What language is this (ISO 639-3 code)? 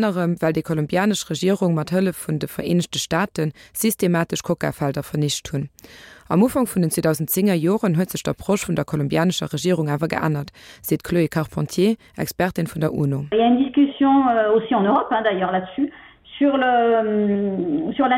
ltz